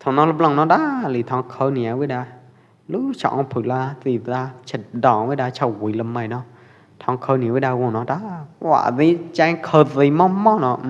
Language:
Pwo Eastern Karen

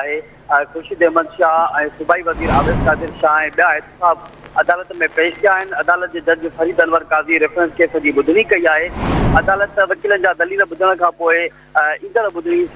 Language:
Sindhi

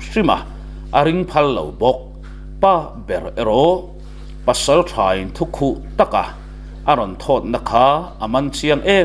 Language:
Mizo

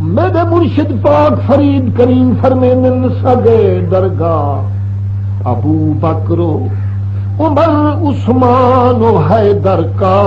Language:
Saraiki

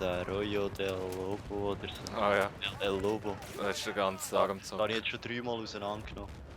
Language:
Swiss German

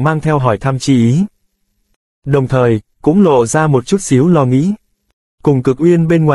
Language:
Vietnamese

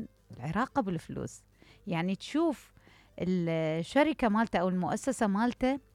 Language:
Mesopotamian Arabic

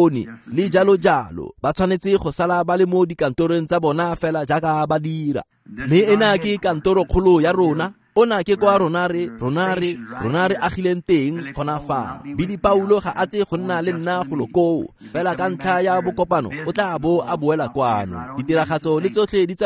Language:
Tswana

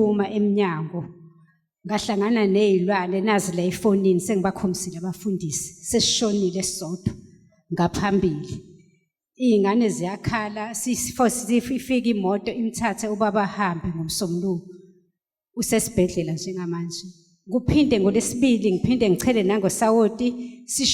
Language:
Zulu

